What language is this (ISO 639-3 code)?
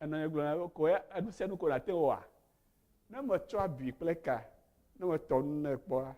ewe